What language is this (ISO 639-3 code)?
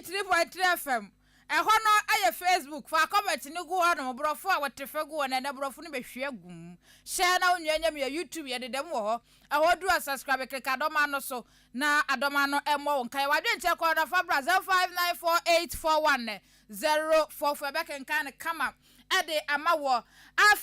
aka